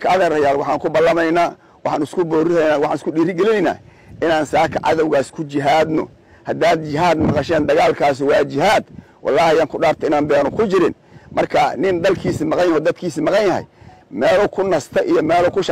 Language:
Somali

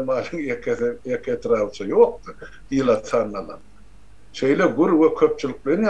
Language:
Turkmen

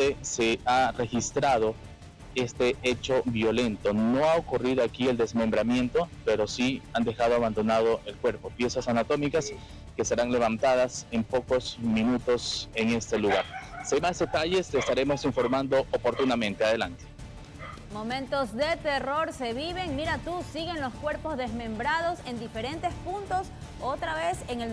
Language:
Spanish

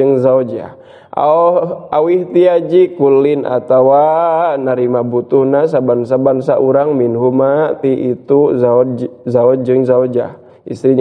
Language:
Sundanese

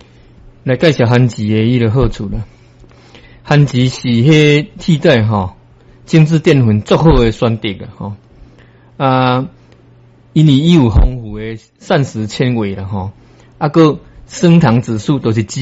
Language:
Min Nan Chinese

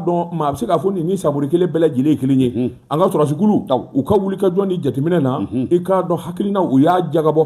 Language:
Bambara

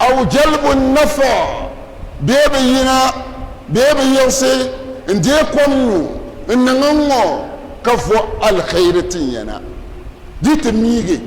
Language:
Dagbani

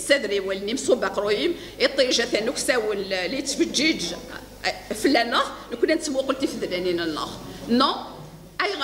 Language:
Kabyle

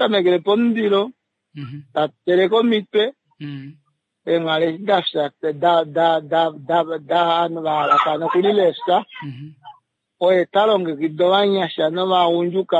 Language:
Kuanyama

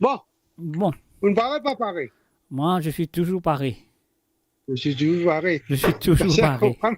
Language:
Morisyen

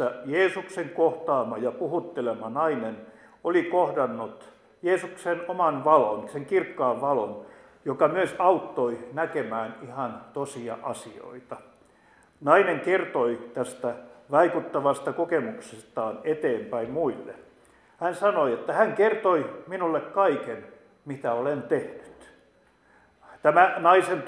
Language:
Finnish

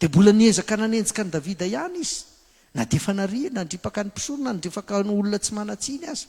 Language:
Malagasy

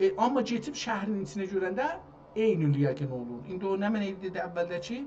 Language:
South Azerbaijani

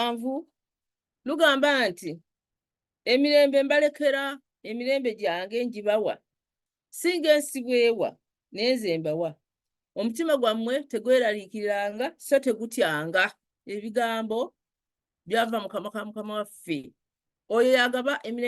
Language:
Ganda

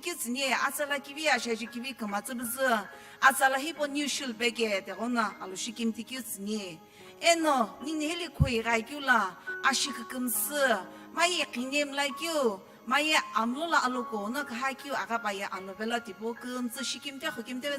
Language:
Sumi Naga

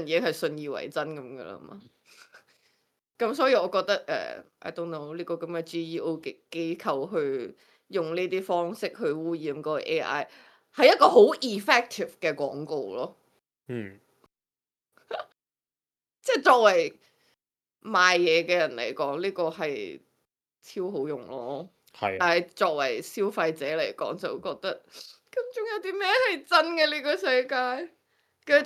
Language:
Cantonese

